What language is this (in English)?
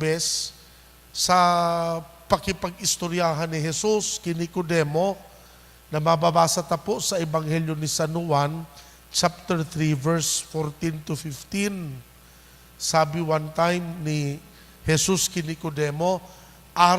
Bikol